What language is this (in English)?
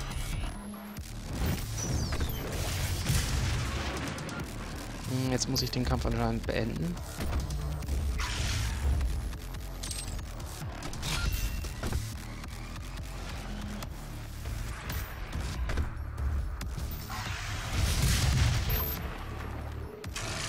German